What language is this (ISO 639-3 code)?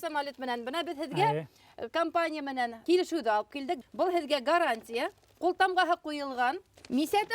bak